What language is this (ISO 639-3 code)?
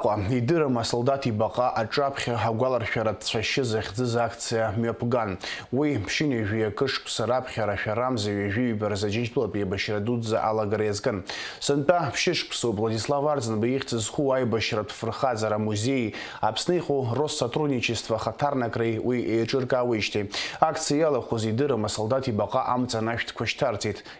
abk